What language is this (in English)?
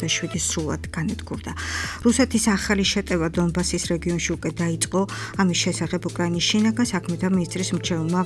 Georgian